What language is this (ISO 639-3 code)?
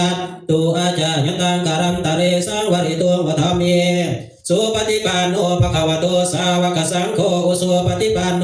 pli